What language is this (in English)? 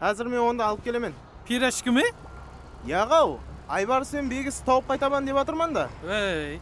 Kara-Kalpak